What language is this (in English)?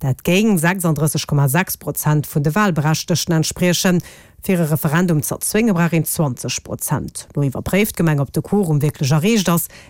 Luxembourgish